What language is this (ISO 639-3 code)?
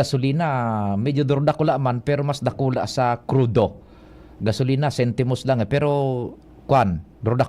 bik